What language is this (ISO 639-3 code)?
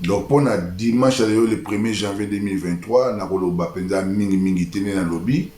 lin